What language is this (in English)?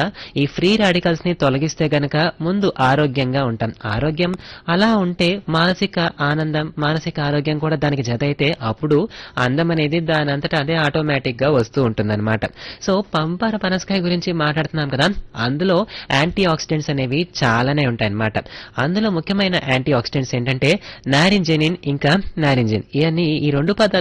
Telugu